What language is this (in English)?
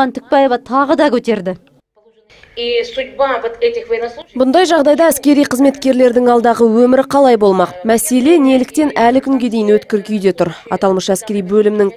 Kazakh